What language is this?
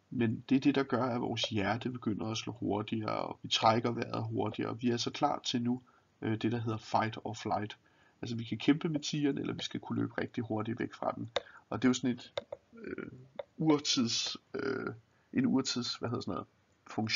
Danish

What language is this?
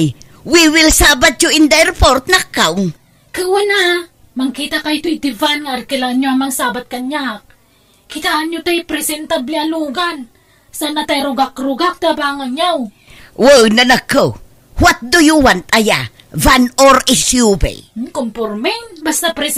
Iloko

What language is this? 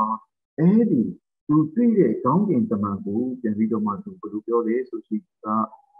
Burmese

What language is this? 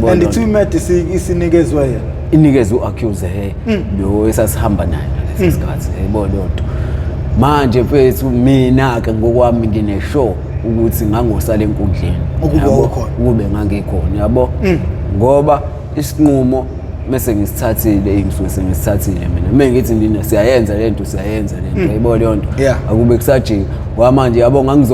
Zulu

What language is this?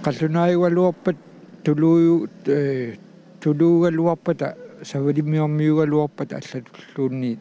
Kalaallisut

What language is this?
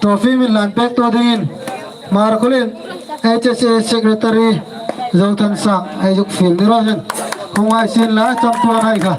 Hmar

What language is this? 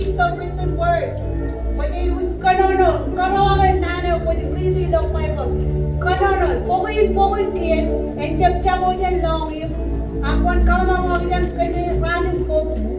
Marshallese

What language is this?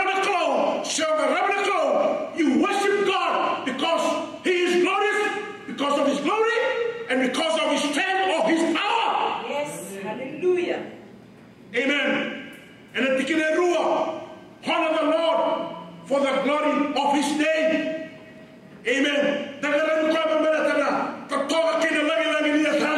Fijian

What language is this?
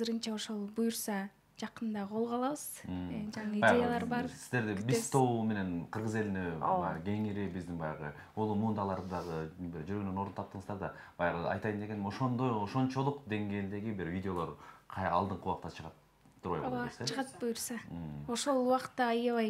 Kyrgyz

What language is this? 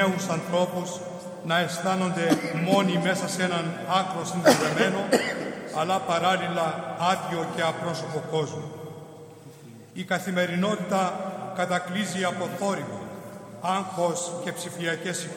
Greek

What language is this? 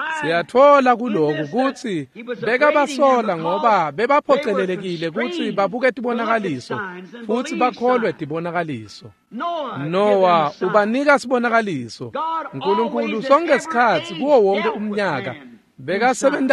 Swati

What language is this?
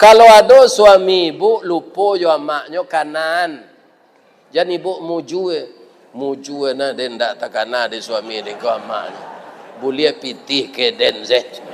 Minangkabau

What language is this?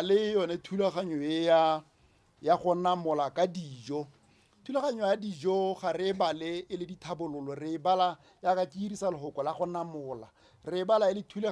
Tswana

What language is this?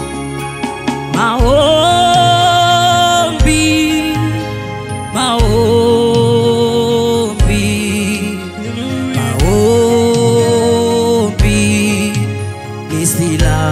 Swahili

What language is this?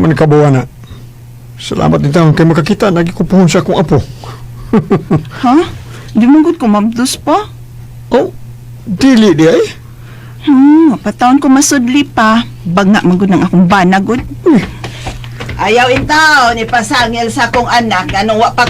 Cebuano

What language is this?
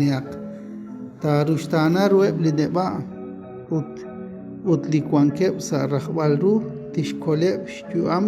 Kekchí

